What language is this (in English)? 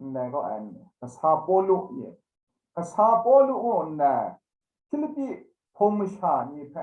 Kachin